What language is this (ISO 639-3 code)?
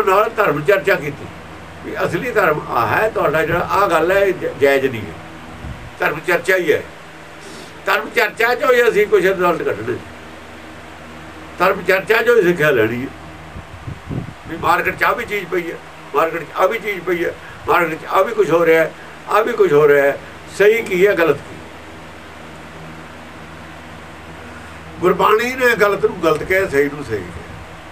pan